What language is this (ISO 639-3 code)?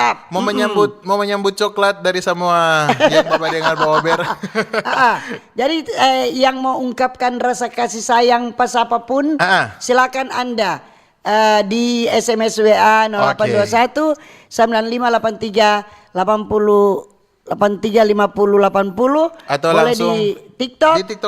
xmm